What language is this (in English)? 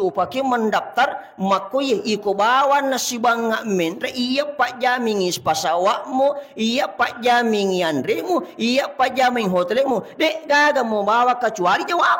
Buginese